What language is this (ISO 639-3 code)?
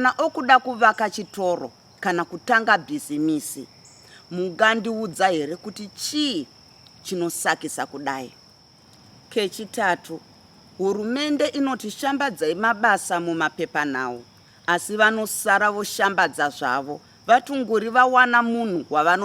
sna